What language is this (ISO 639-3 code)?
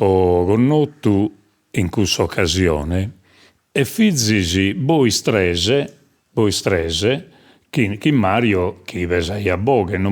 srd